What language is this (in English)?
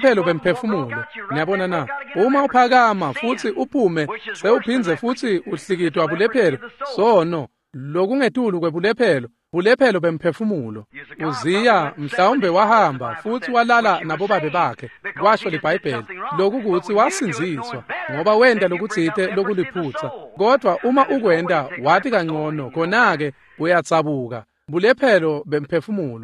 Swati